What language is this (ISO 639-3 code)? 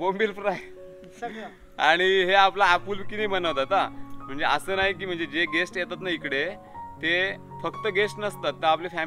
mar